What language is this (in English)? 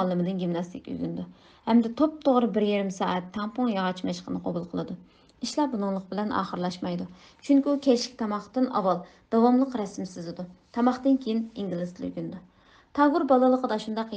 Uyghur